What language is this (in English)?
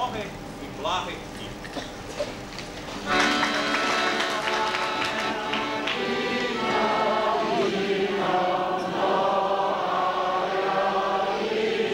Ukrainian